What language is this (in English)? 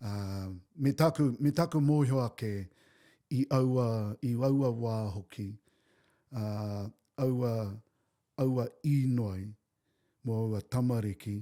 Māori